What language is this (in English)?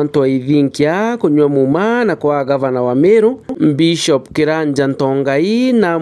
Meru